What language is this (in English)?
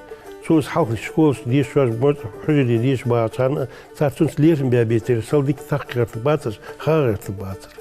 Ingush